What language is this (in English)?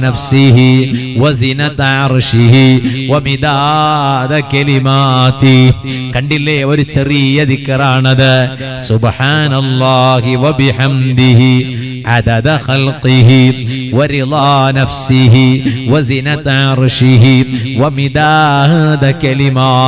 Malayalam